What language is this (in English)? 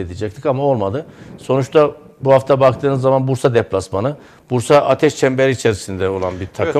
Turkish